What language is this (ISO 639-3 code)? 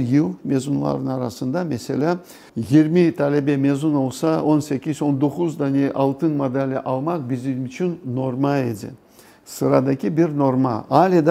crh